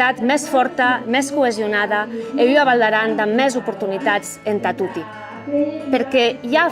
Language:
Occitan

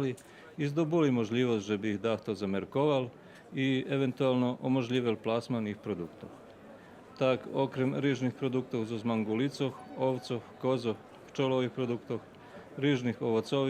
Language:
Rusyn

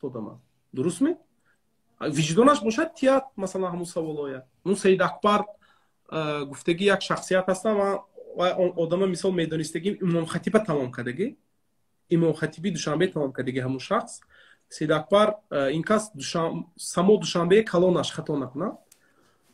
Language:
Tajik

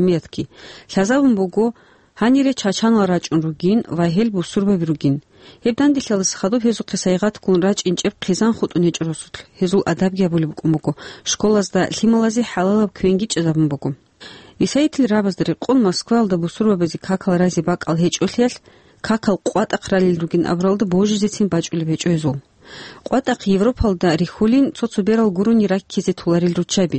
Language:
Avaric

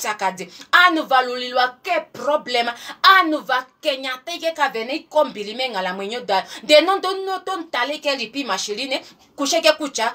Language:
Kuanyama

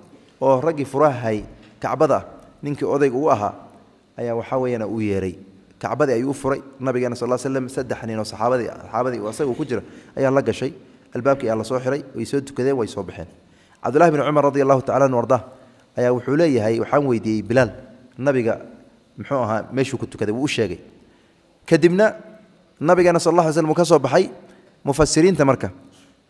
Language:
Somali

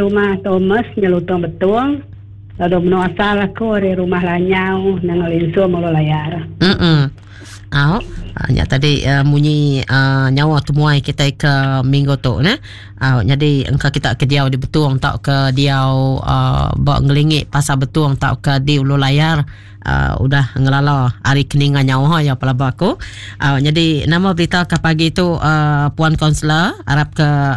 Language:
Iban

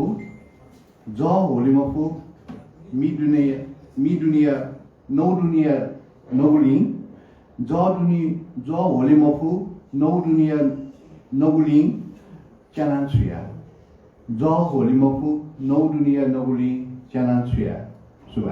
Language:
Newari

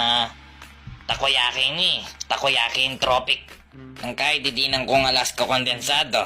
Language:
Pampanga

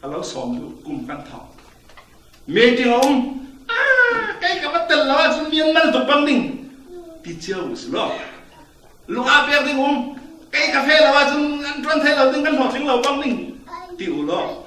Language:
Falam Chin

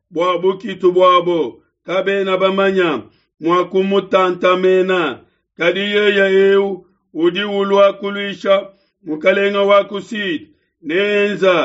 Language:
Luba-Lulua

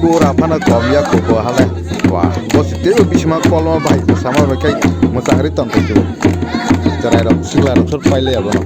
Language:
Kok Borok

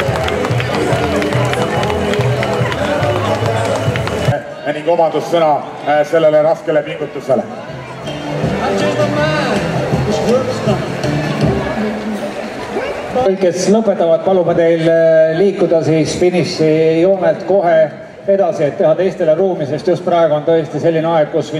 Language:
Estonian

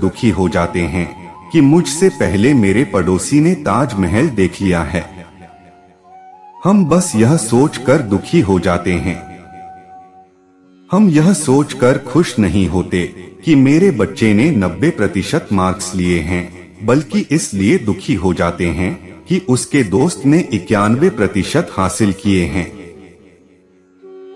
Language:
Hindi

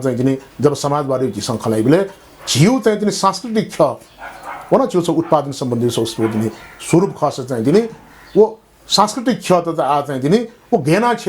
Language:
Newari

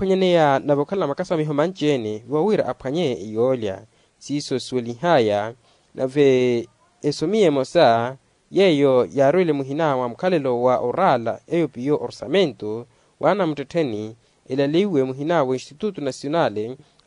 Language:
Makhuwa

